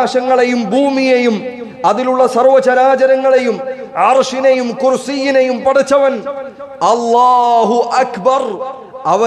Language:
Malayalam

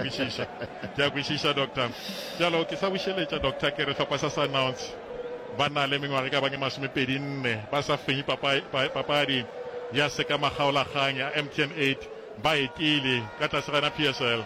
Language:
Northern Sotho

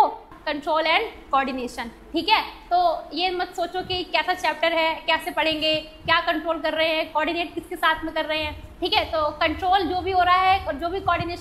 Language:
Hindi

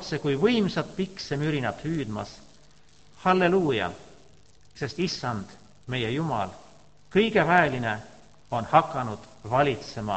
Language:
Estonian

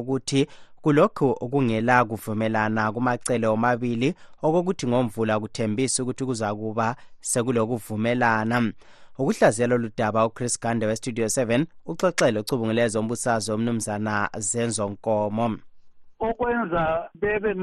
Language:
North Ndebele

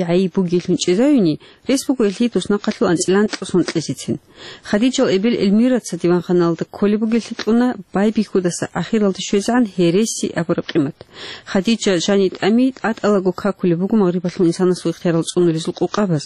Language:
Avaric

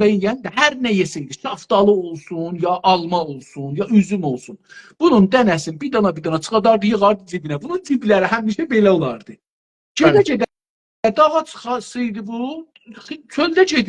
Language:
South Azerbaijani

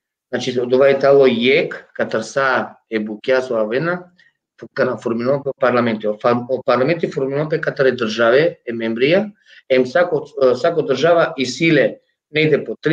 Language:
Balkan Romani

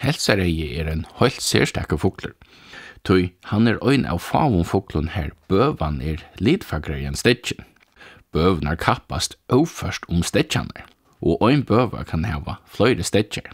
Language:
Faroese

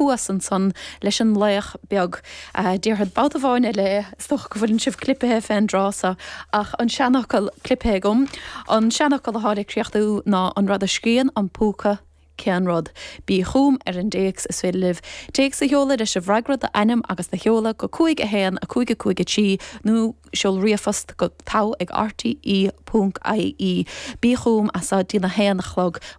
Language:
Irish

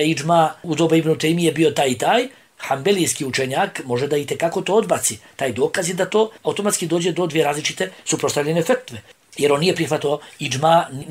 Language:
Bosnian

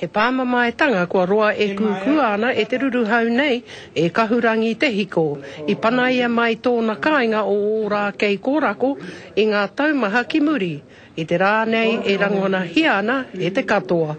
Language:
Māori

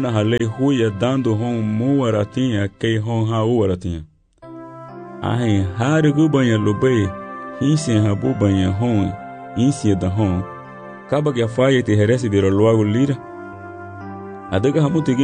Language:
Garifuna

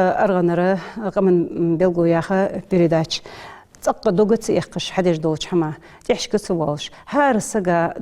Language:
Ingush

